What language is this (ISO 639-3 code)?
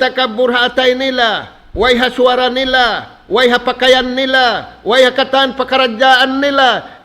tsg